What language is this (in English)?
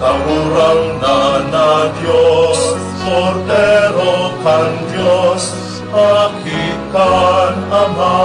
Bikol